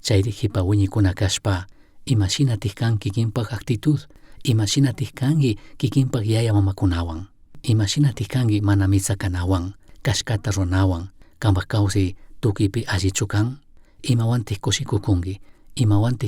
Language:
Chimborazo Highland Quichua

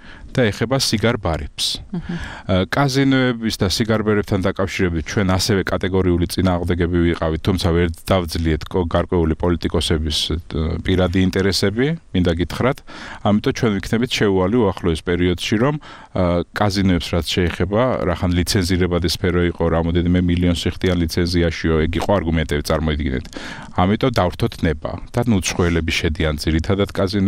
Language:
Georgian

